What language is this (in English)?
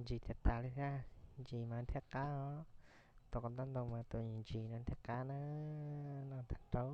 Hmong